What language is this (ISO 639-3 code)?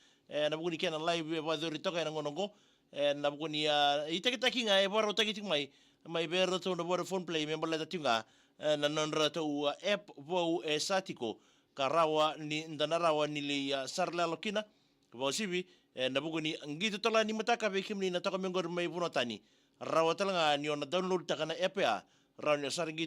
fij